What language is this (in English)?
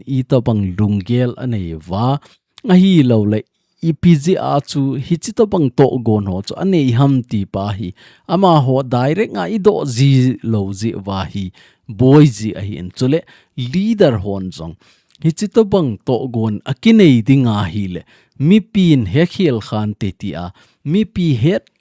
Thado Chin